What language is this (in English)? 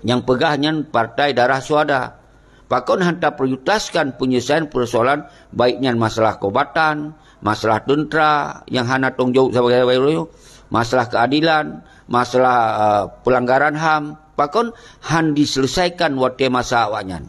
Achinese